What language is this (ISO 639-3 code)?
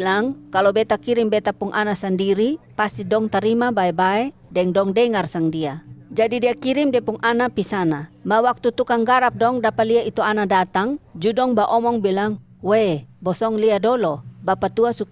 mkn